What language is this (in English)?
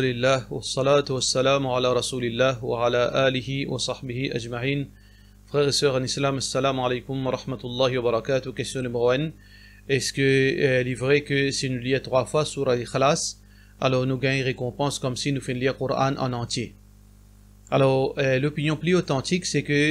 Morisyen